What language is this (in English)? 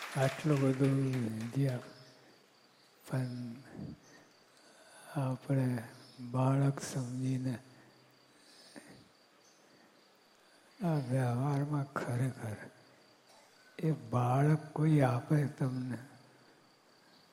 Gujarati